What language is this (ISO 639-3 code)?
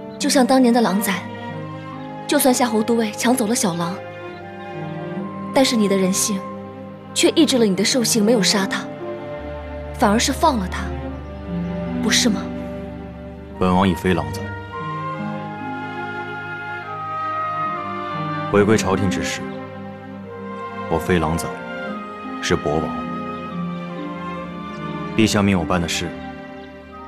zho